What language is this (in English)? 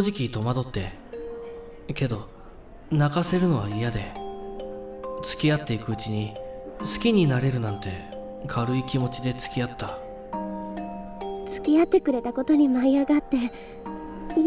Japanese